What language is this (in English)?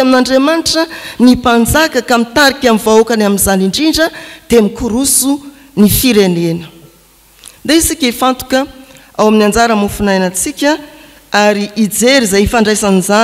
Malagasy